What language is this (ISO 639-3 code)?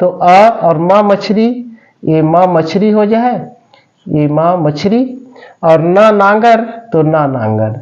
hne